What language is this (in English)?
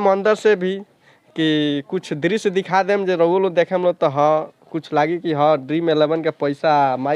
Bhojpuri